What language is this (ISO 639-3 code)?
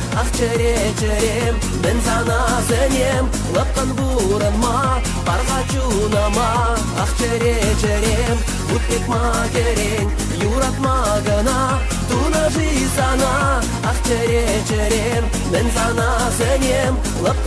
chv